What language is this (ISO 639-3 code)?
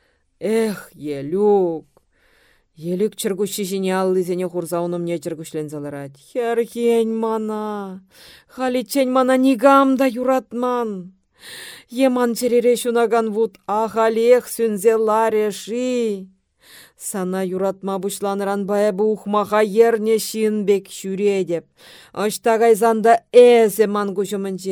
chv